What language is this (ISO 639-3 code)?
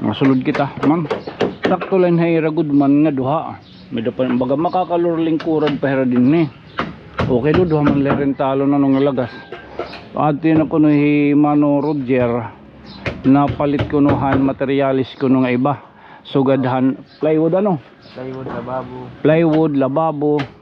war